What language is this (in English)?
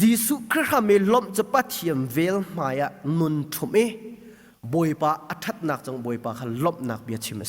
Hakha Chin